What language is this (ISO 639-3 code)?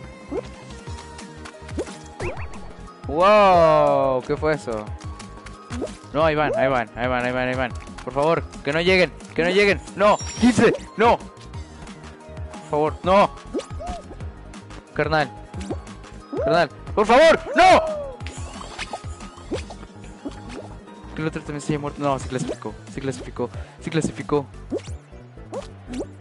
spa